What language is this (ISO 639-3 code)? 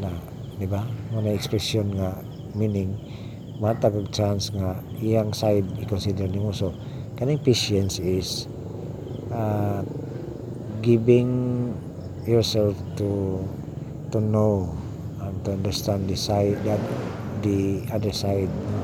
ceb